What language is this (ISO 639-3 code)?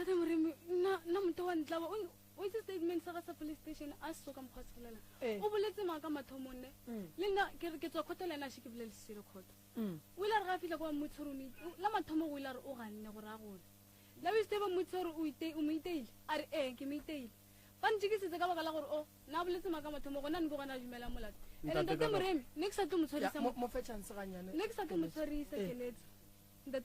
nso